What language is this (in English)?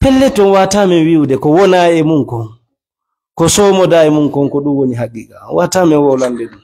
Fula